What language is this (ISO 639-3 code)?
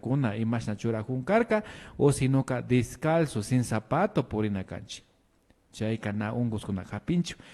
qvi